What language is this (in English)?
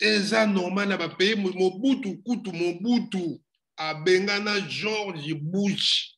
Lingala